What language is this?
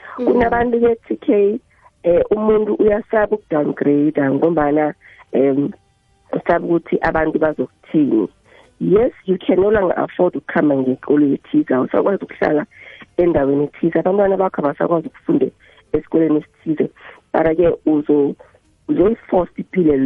South Ndebele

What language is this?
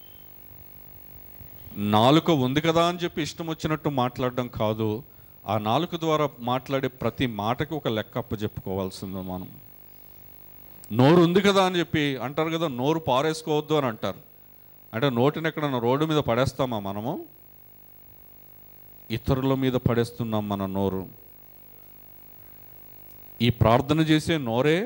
Telugu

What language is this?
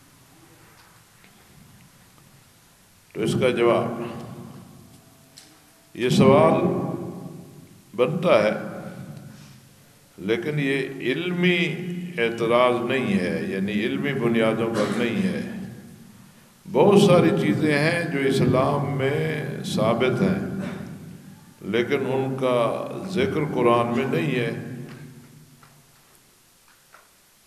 Urdu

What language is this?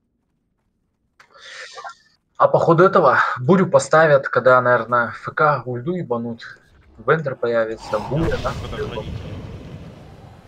Russian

